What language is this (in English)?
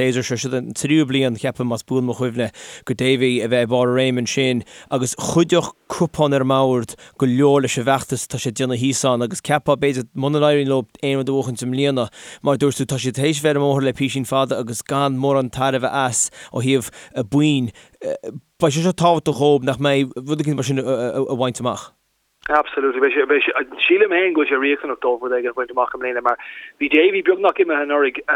Irish